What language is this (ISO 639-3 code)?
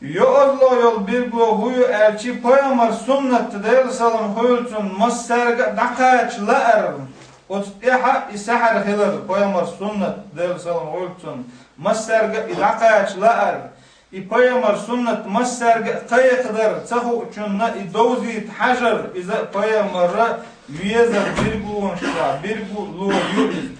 che